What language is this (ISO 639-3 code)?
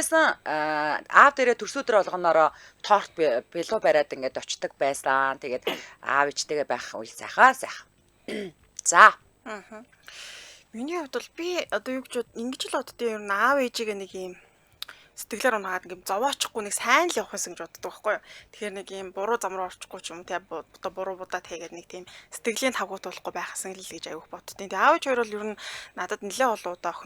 mon